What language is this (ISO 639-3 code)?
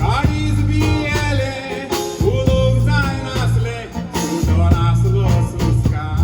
kok